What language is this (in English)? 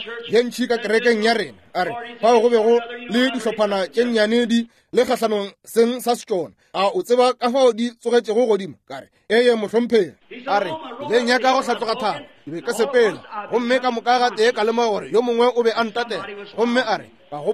Northern Sotho